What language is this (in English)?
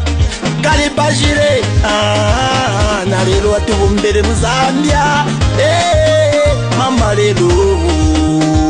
Bemba